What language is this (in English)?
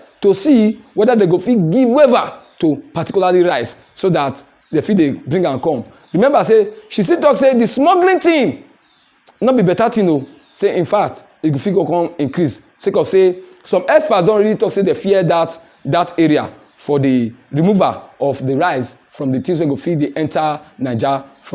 Nigerian Pidgin